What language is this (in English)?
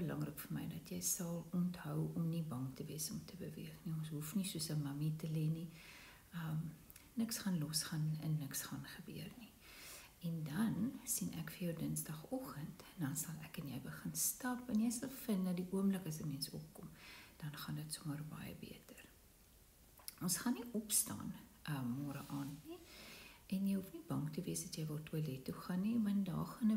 Afrikaans